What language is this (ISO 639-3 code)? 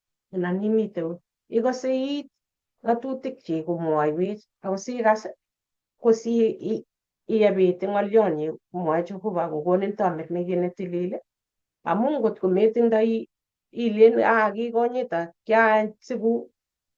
kln